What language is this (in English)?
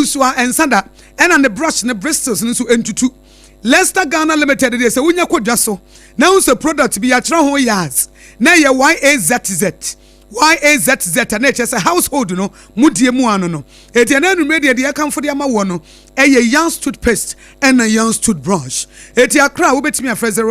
Akan